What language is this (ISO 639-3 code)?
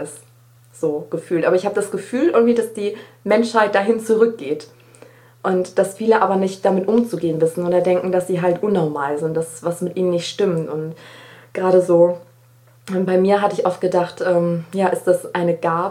deu